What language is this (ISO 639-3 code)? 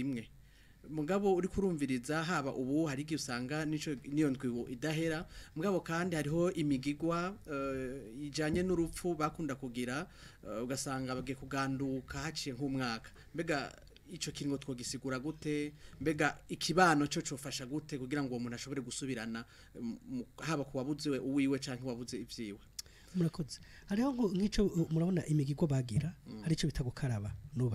run